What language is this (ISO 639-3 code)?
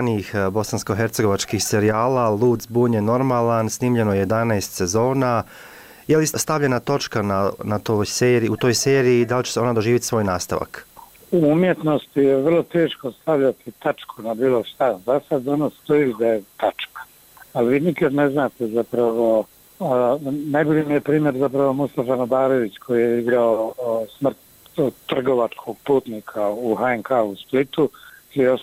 bos